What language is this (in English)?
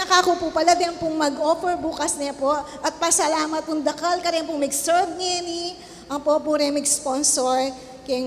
Pampanga